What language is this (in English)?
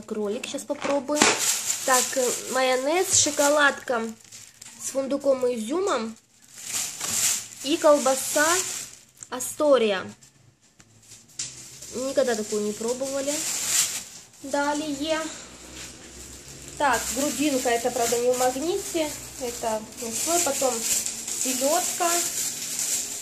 Russian